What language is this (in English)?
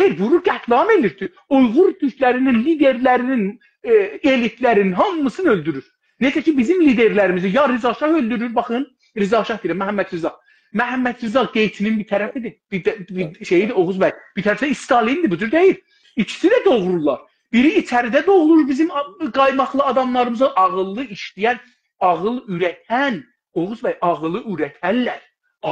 South Azerbaijani